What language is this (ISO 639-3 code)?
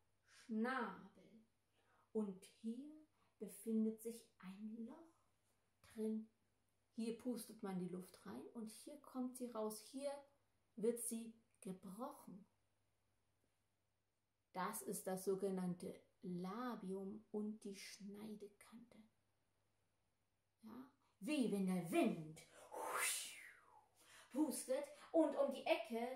deu